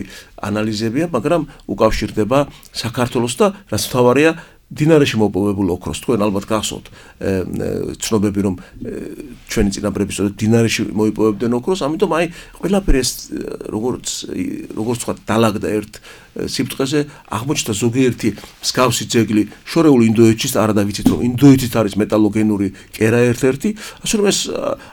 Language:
Georgian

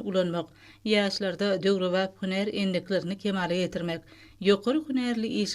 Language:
Turkmen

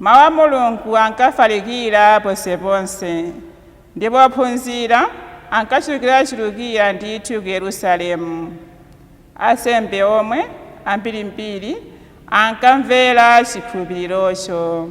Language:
Nyanja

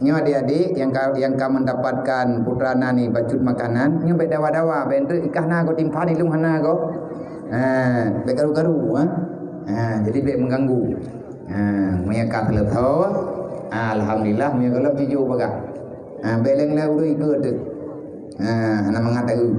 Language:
Achinese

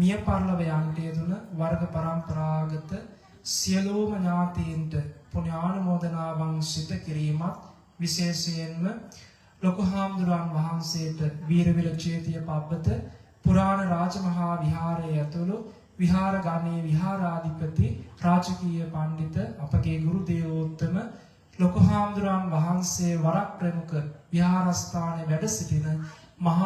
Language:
Sinhala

